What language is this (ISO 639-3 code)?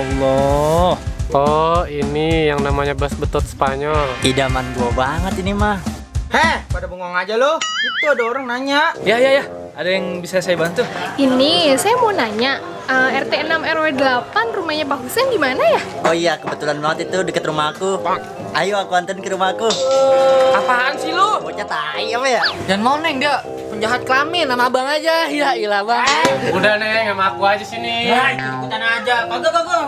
bew